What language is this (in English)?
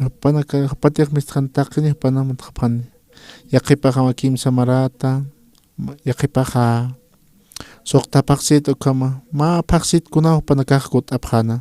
Aymara